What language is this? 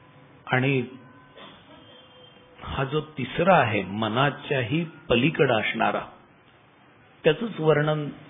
Marathi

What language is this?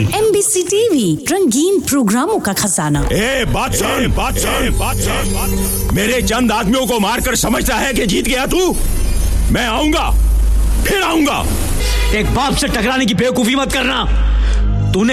Hindi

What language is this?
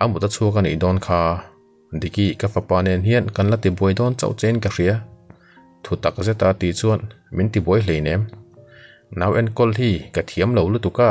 Mizo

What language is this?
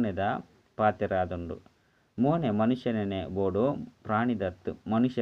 Tulu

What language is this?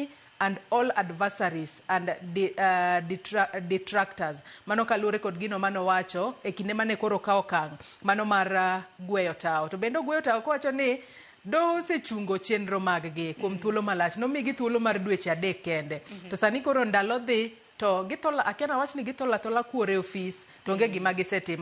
Luo (Kenya and Tanzania)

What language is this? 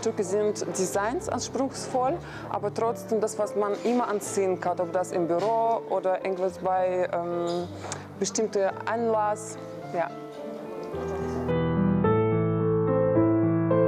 German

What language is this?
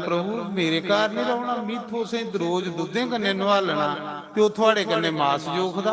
Dogri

